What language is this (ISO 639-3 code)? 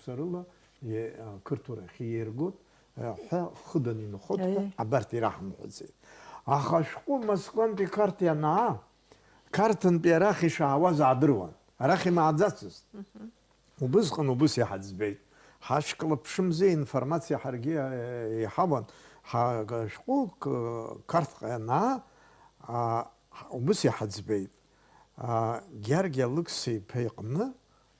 abk